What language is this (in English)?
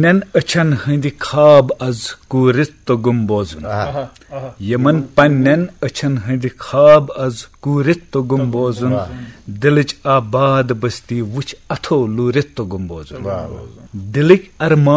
Kashmiri